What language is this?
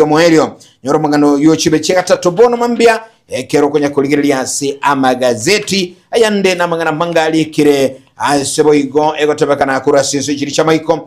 Gusii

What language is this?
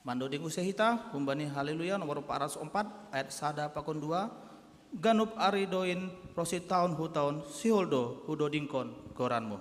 Batak Simalungun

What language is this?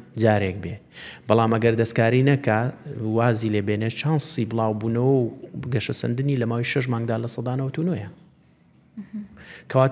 Central Kurdish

